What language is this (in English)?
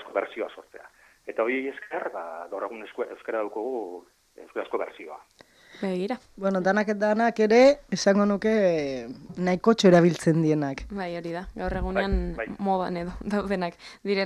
Basque